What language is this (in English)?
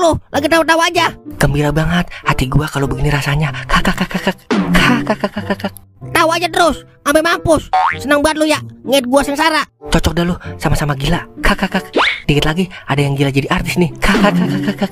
Betawi